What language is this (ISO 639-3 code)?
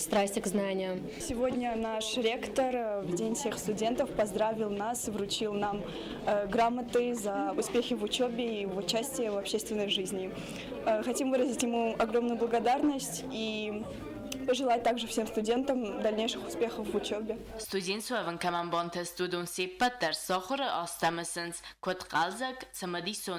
oss